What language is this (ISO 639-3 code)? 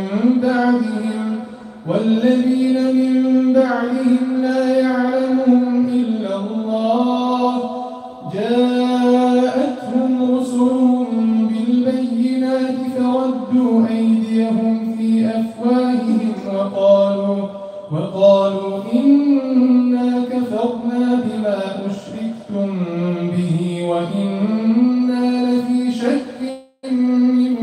ara